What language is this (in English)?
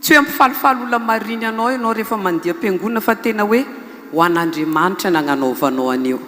Malagasy